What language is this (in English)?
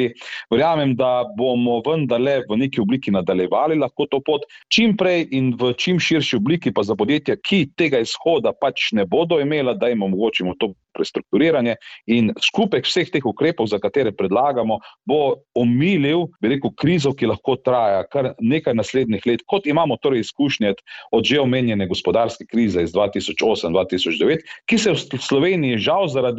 Slovenian